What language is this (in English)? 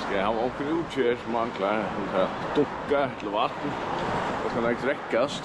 Faroese